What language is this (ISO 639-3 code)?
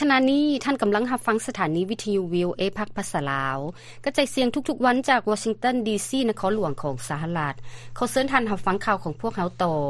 lao